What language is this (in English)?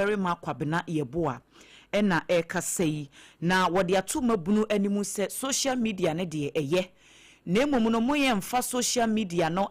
Akan